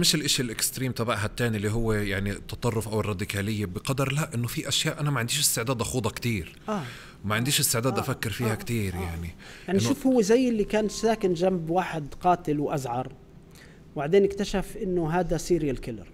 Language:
North Levantine Arabic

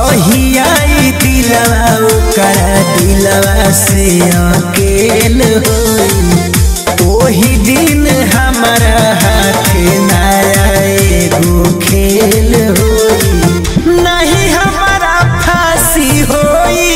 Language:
Bhojpuri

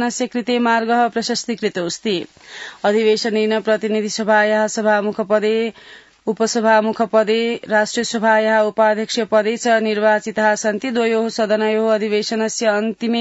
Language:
Sanskrit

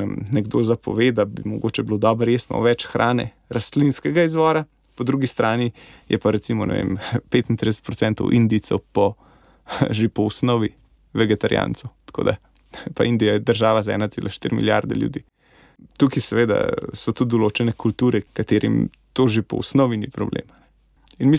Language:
Slovenian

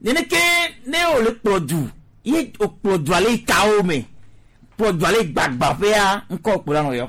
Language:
Gen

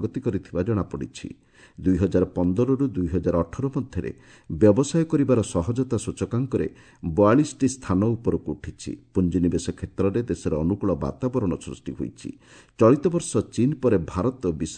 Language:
Odia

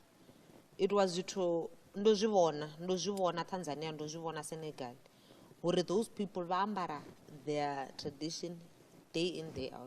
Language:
Venda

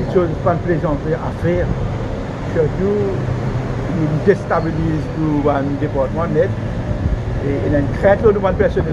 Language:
Morisyen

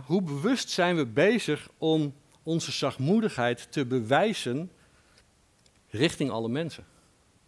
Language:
Dutch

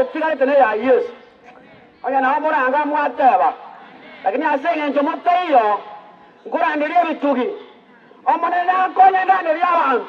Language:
Gusii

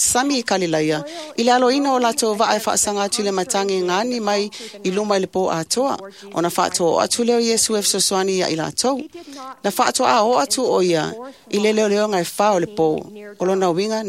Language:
Samoan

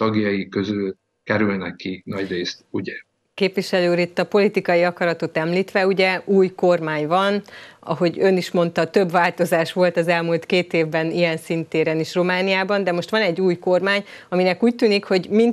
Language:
Hungarian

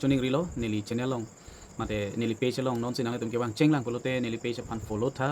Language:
Karbi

